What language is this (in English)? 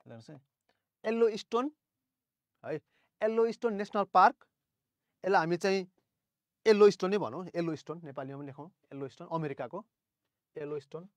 Nepali